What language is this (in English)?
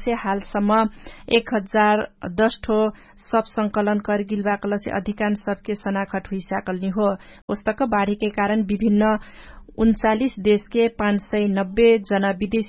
Dangaura Tharu